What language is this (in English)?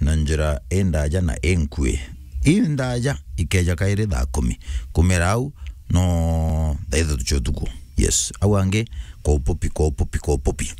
Meru